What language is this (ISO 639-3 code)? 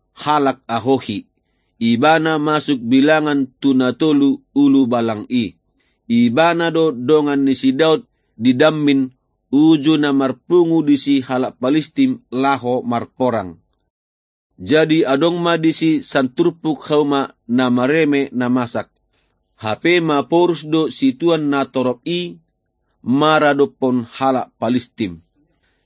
bbc